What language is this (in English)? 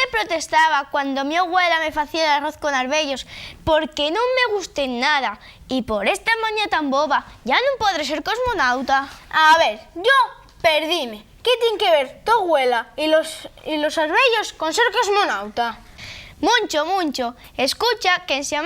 Asturian